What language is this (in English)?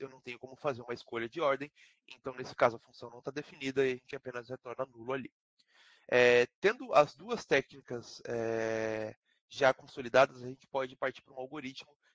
Portuguese